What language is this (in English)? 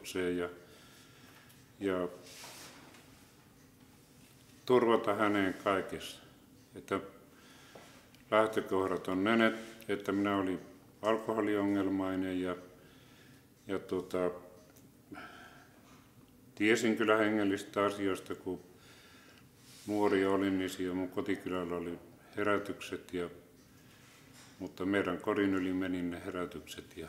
Finnish